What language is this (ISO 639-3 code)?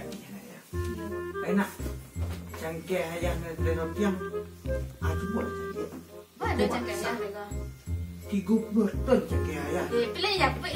min